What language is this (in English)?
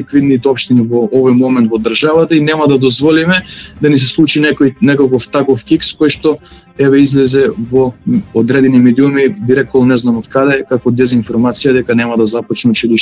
Macedonian